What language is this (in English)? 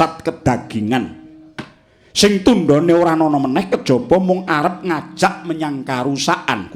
Javanese